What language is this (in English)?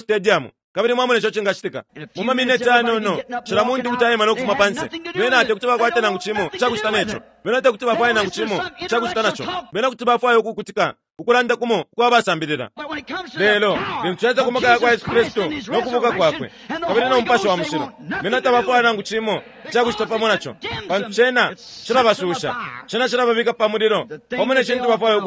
Bemba